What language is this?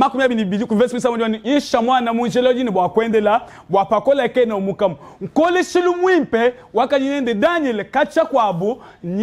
Luba-Lulua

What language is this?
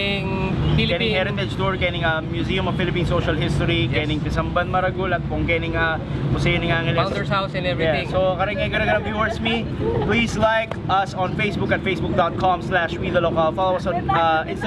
Pampanga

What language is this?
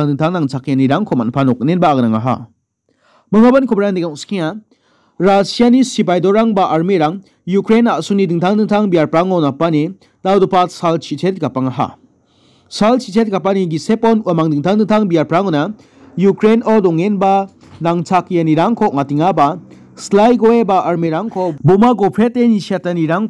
Garo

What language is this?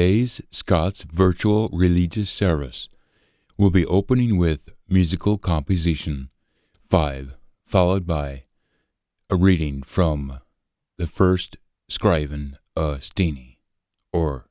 Scots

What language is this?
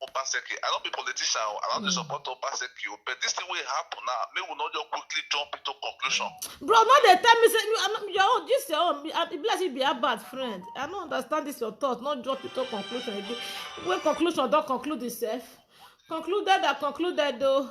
Nigerian Pidgin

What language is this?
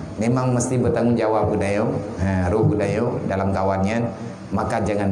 Achinese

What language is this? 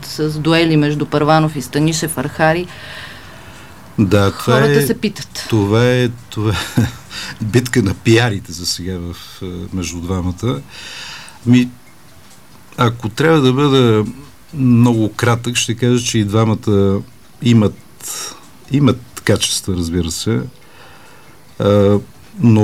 Bulgarian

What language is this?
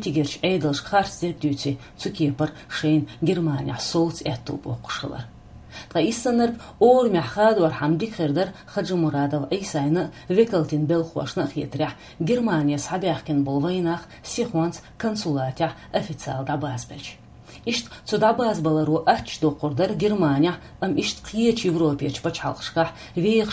Chechen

